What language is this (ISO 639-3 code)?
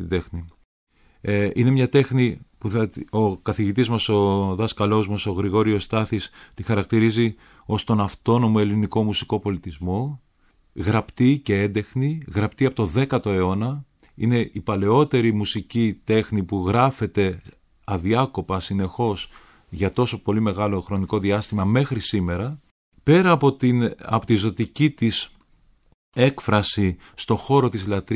ell